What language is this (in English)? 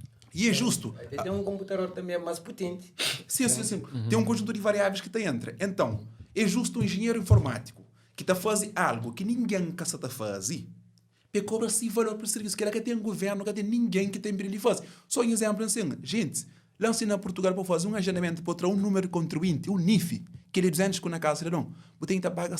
Kabuverdianu